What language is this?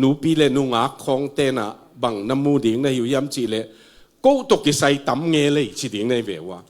Tedim Chin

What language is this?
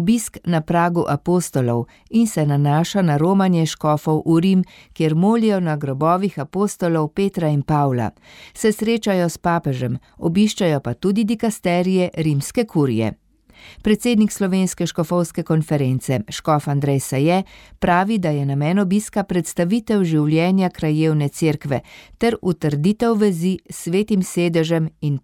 Slovenian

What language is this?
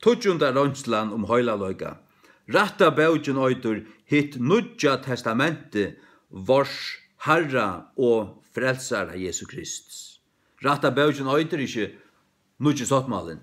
Faroese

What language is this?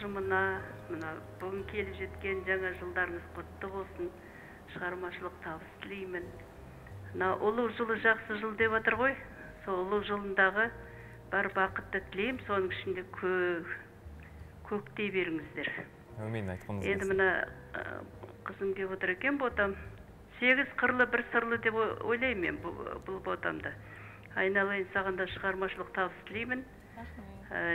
Kazakh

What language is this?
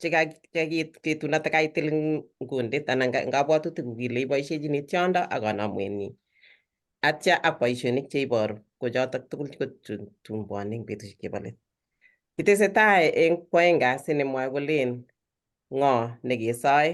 Kalenjin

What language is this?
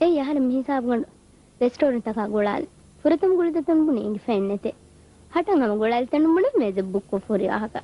Divehi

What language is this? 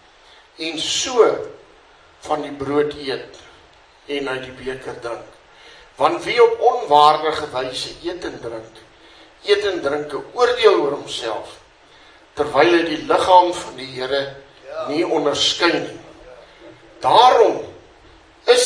Afrikaans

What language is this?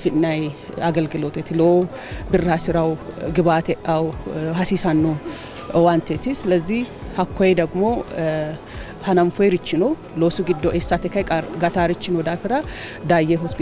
Sidamo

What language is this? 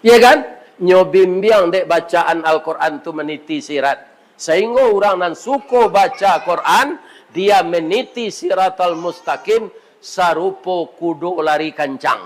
Minangkabau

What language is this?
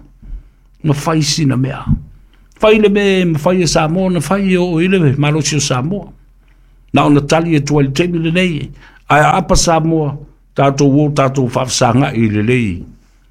Samoan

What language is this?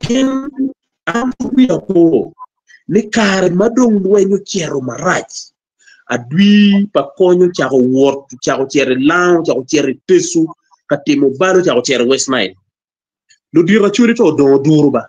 Acoli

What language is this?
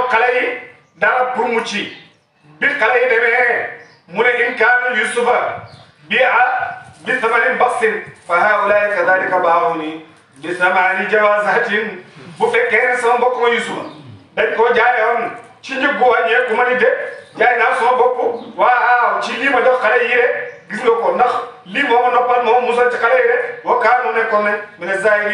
Wolof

